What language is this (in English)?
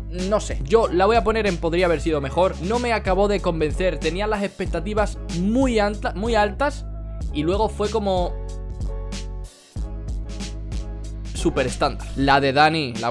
Spanish